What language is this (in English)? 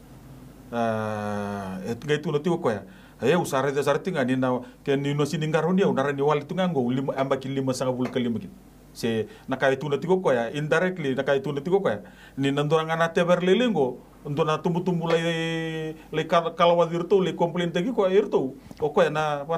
Fijian